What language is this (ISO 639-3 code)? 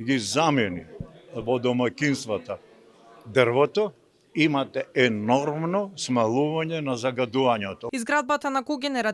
mkd